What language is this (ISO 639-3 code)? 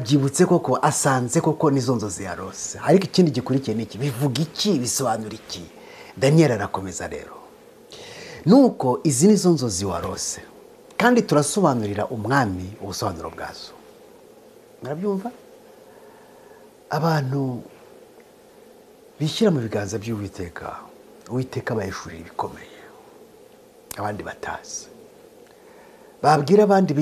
kin